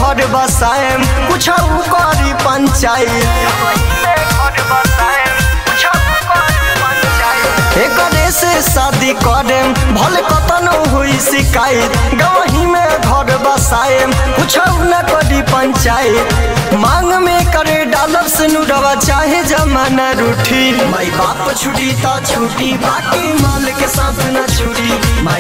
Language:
Bhojpuri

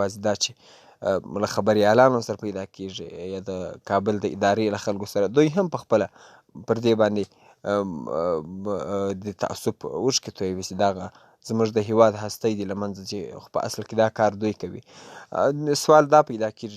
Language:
Pashto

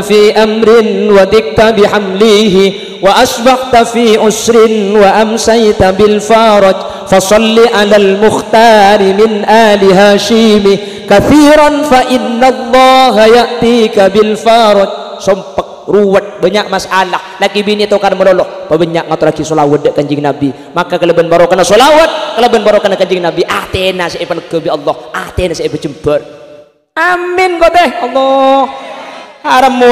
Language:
Madurese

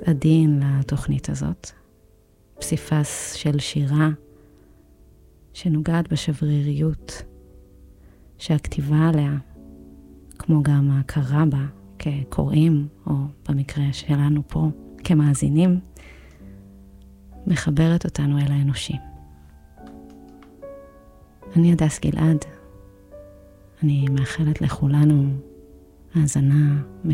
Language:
Hebrew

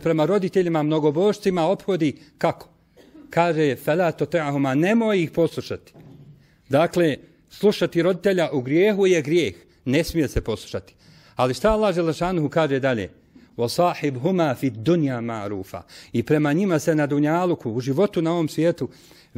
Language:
Bosnian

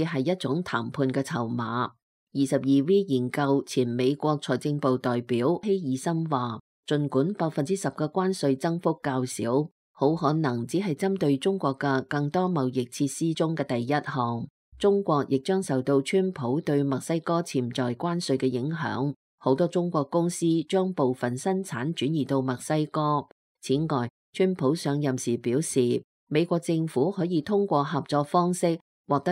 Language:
Cantonese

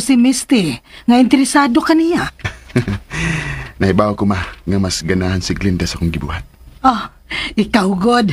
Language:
Cebuano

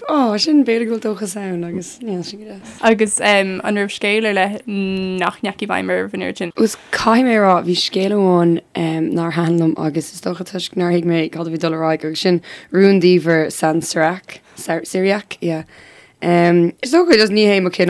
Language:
Irish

